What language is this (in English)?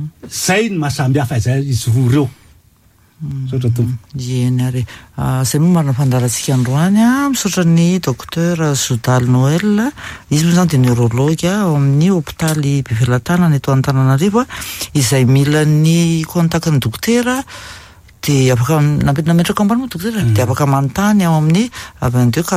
Malagasy